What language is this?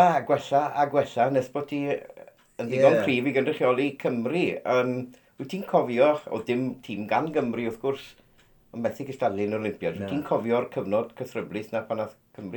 Welsh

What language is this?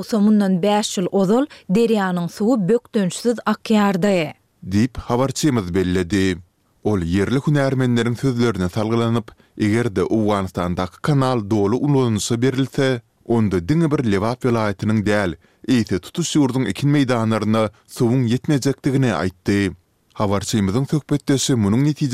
Turkmen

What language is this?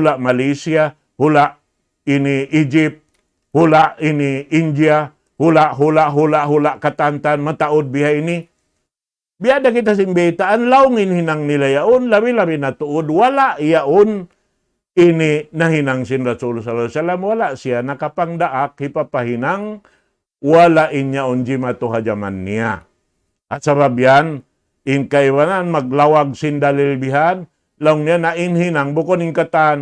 Tausug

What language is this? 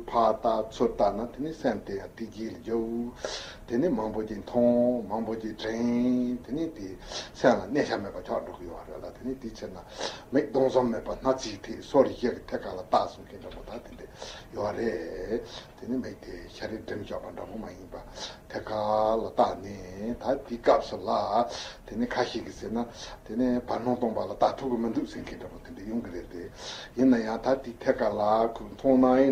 Tibetan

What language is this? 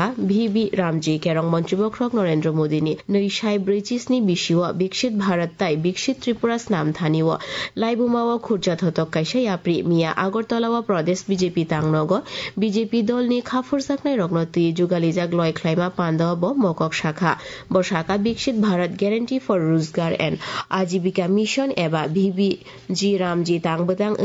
Kok Borok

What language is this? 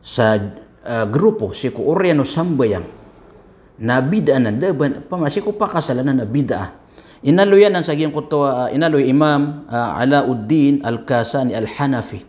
Maranao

